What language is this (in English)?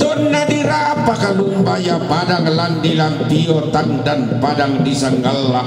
Toraja-Sa'dan